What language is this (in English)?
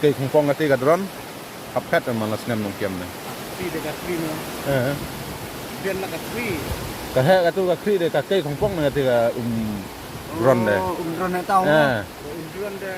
Khasi